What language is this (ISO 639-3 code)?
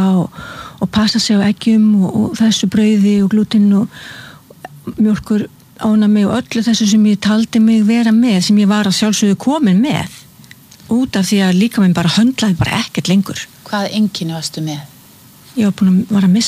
isl